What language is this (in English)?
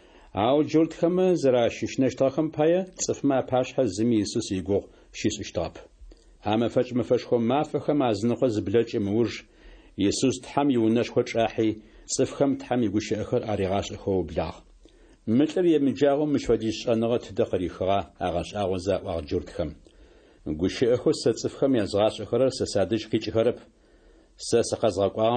Adyghe